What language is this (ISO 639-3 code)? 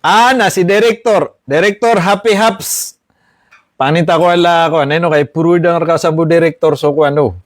mrw